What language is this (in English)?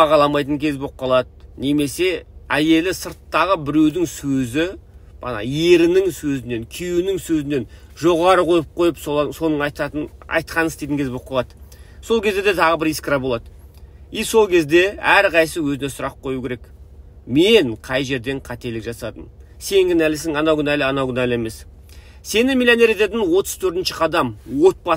Kazakh